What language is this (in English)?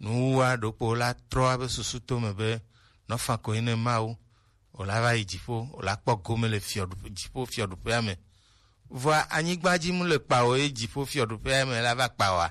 Gen